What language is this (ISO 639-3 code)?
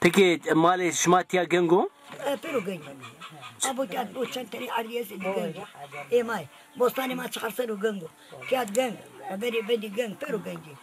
zza